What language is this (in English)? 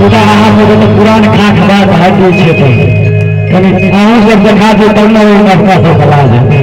Maithili